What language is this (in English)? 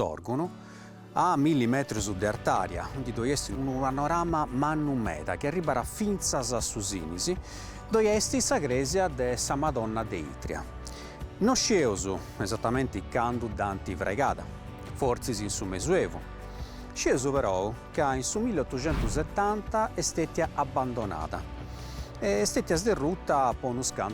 Sardinian